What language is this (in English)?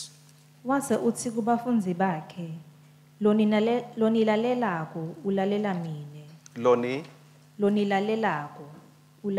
Swati